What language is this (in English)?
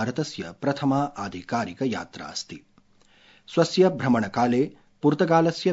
Sanskrit